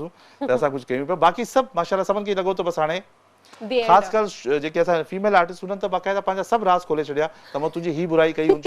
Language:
Sindhi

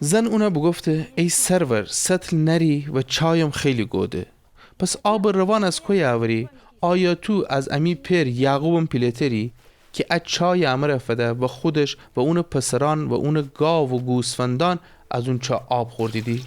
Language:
Gilaki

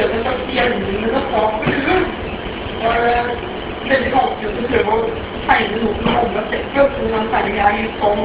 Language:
Norwegian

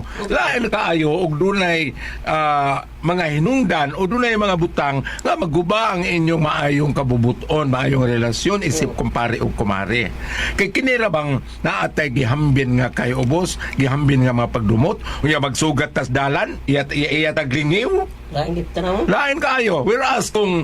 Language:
Cebuano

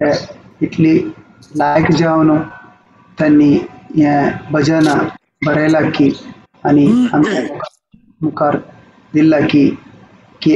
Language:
Konkani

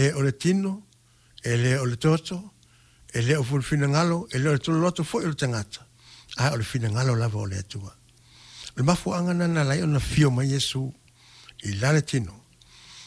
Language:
Samoan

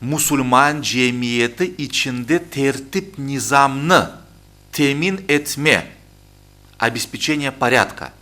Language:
Crimean Tatar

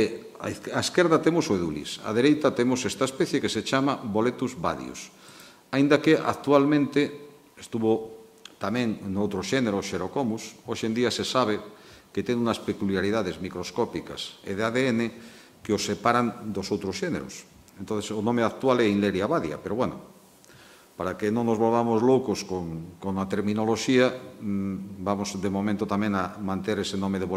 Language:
Galician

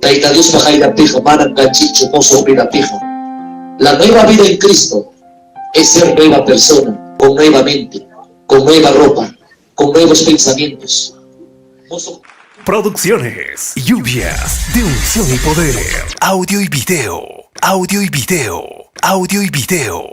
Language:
Ayacucho Quechua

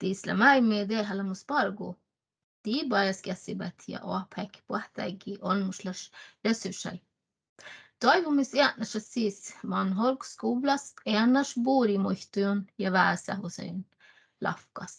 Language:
Northern Sami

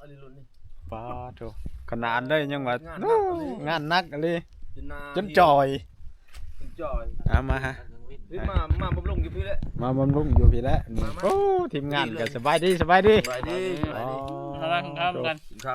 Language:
Northeastern Thai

